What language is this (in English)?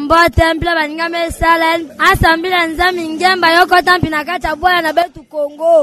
Kituba (Democratic Republic of Congo)